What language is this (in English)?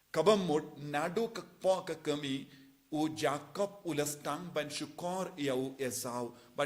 Khasi